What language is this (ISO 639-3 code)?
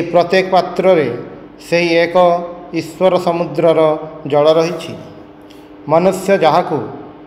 ori